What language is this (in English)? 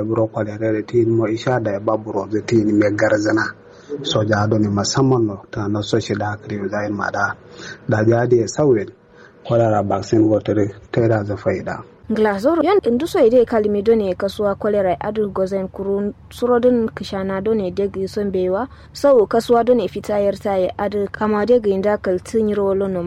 Kanuri